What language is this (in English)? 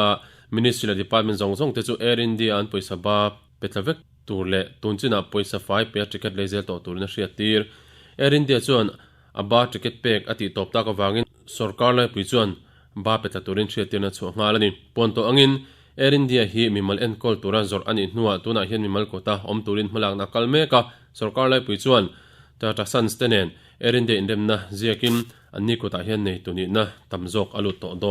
Mizo